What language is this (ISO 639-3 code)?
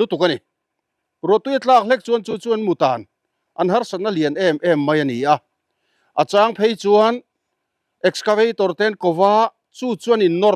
lus